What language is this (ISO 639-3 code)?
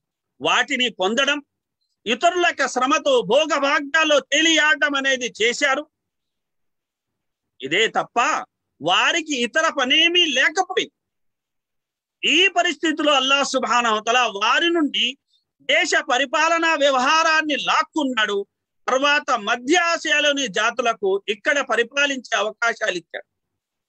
tel